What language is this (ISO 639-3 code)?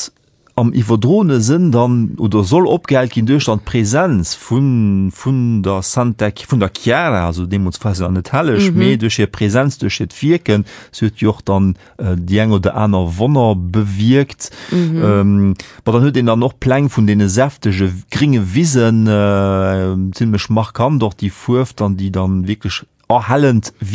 ltz